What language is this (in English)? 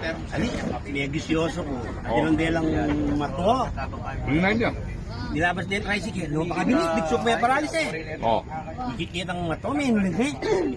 Pampanga